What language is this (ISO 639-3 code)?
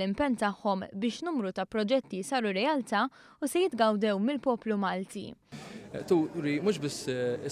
mlt